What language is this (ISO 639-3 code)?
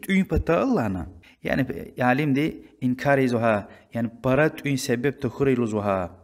lez